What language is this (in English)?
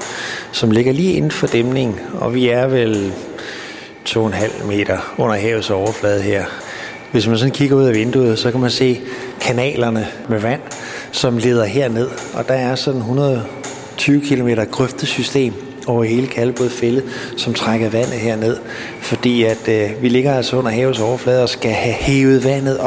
Danish